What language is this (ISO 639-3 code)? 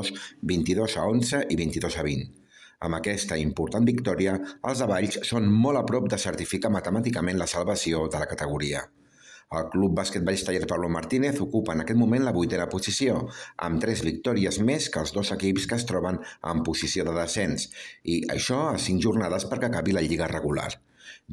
cat